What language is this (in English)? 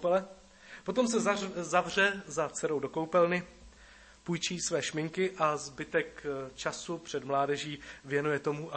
Czech